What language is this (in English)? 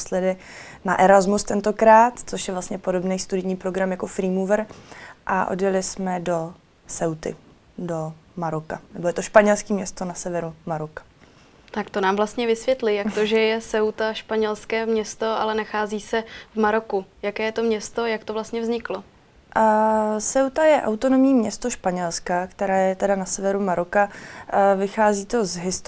Czech